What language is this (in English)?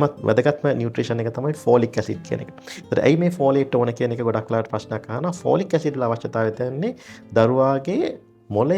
Sinhala